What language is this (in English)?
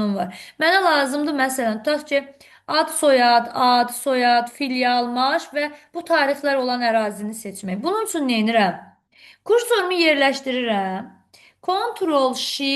Azerbaijani